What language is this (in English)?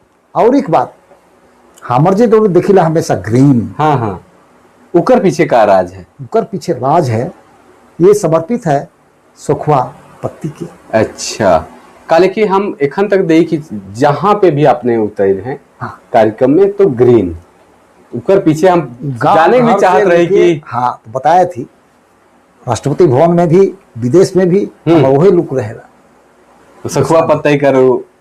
Sadri